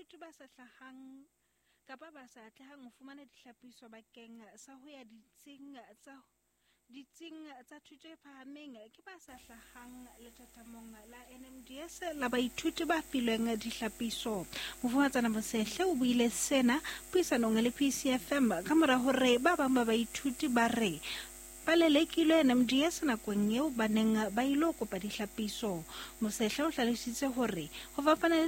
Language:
Southern Sotho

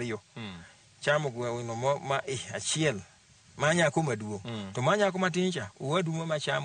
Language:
Luo (Kenya and Tanzania)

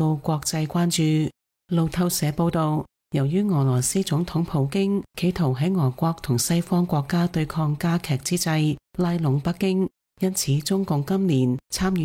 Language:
Cantonese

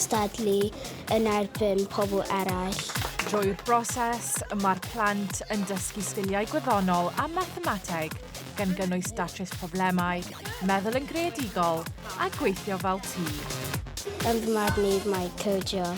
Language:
Welsh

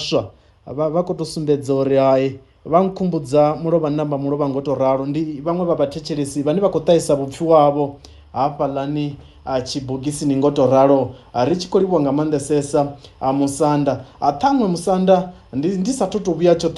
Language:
Venda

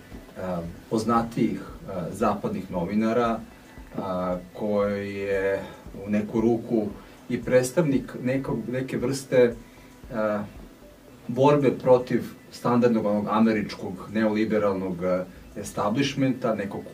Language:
Serbian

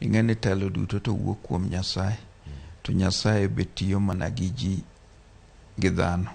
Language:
Luo (Kenya and Tanzania)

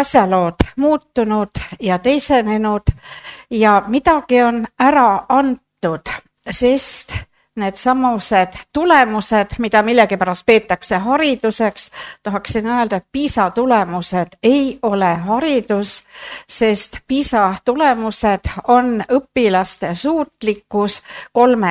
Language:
Estonian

